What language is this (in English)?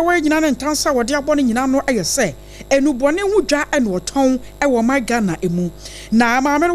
Akan